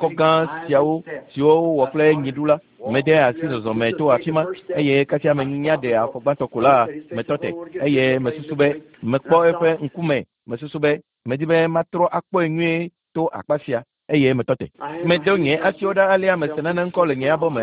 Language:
Ewe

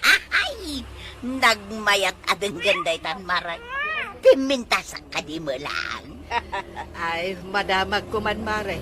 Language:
Iloko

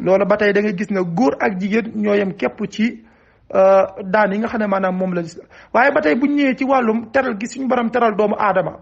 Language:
Wolof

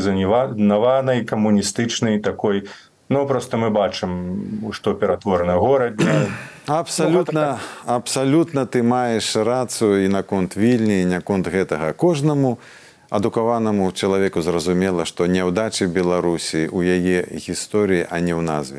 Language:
Belarusian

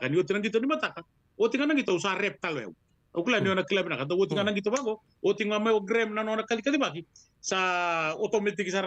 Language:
Fijian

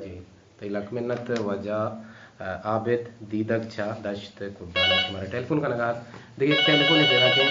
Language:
Baluchi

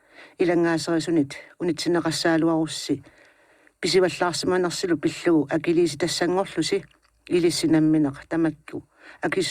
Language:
Kalaallisut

